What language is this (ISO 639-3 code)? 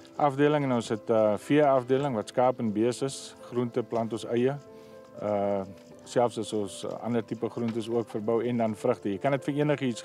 afr